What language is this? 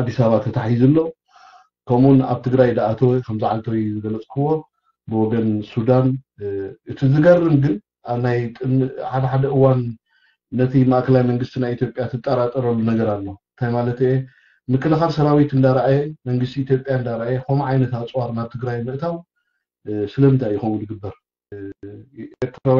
Tigrinya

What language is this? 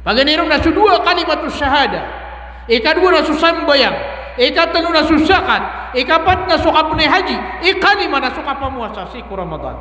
Maranao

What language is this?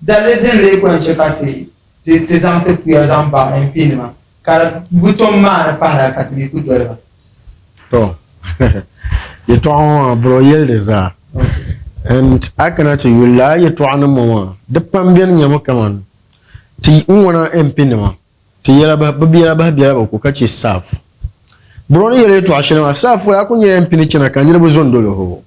Dagbani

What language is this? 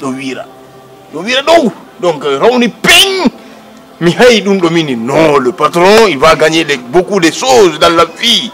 Fula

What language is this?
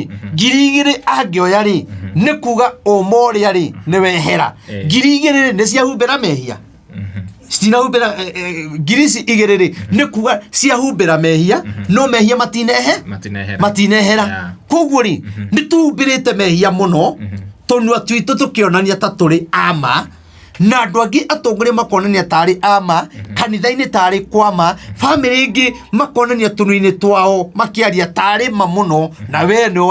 Kikuyu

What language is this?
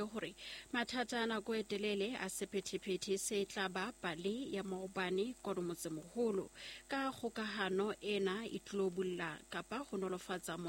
Southern Sotho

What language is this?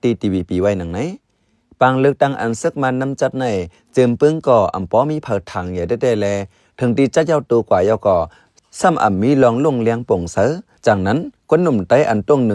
Shan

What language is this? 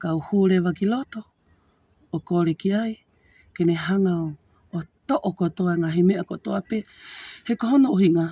Tongan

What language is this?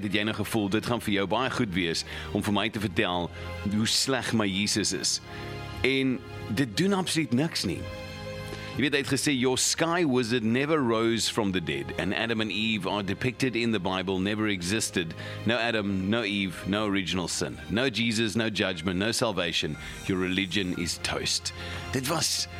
Afrikaans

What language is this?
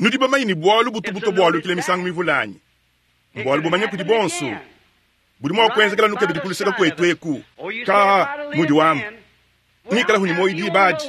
Luba-Lulua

